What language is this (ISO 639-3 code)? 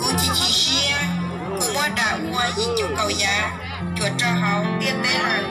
hmn